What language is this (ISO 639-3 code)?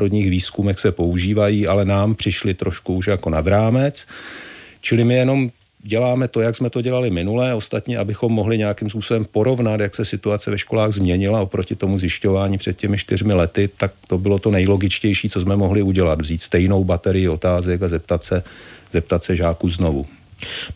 ces